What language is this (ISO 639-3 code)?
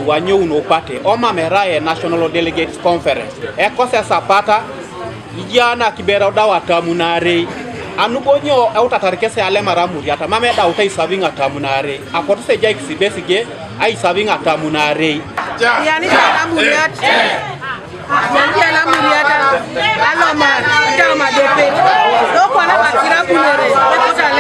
teo